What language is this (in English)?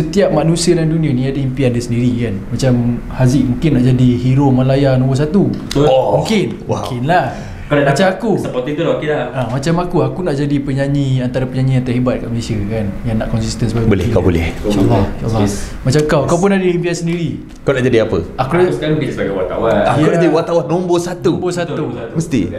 Malay